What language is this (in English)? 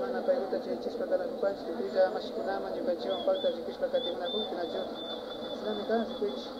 Imbabura Highland Quichua